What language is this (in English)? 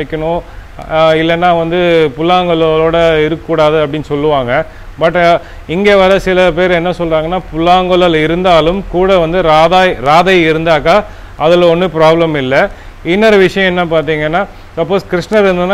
Tamil